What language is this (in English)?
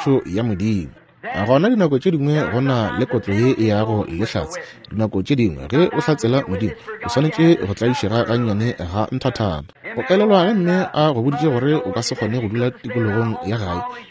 Northern Sotho